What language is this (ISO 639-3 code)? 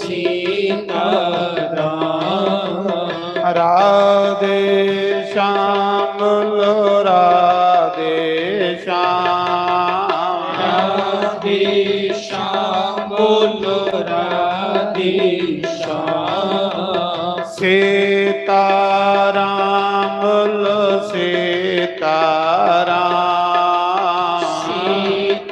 doi